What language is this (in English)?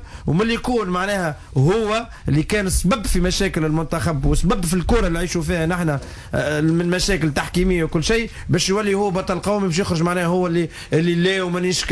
Tunisian Arabic